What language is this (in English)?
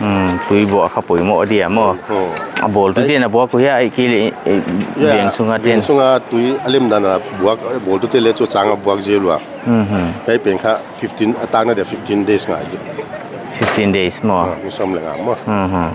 Paite Chin